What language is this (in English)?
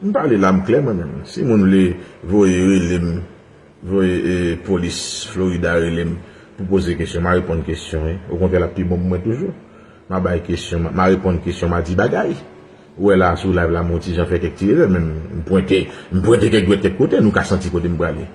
Haitian Creole